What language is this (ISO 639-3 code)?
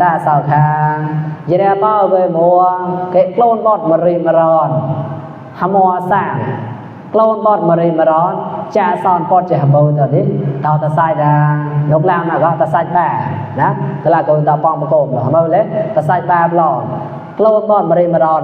mnw